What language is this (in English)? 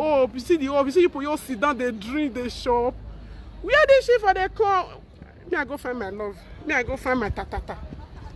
Nigerian Pidgin